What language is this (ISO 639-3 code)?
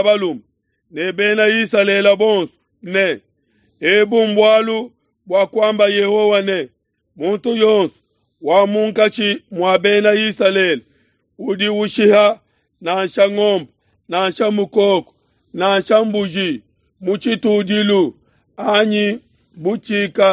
lua